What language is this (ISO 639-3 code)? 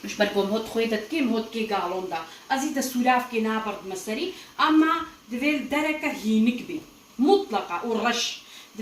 kur